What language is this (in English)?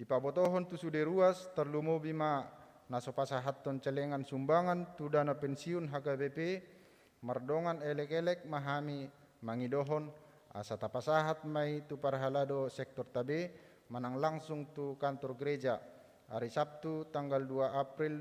Batak Toba